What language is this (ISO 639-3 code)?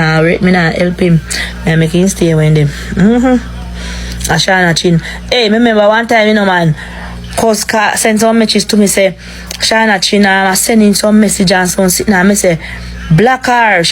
jam